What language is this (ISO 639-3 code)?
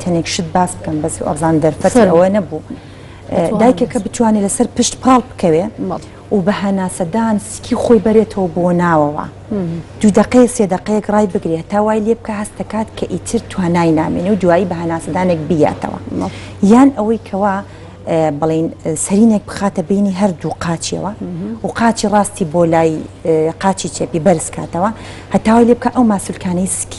ckb